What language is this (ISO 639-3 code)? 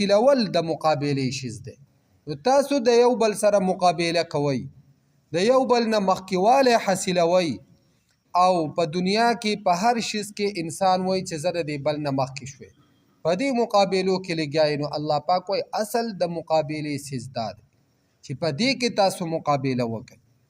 pus